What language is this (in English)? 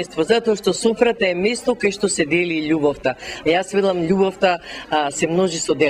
Macedonian